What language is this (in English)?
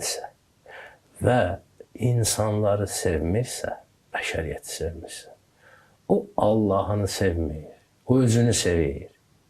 Azerbaijani